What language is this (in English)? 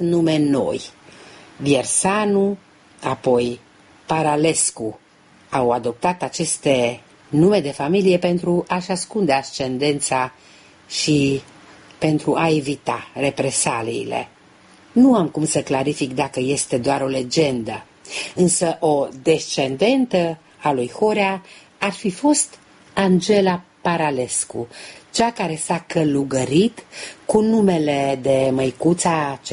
Romanian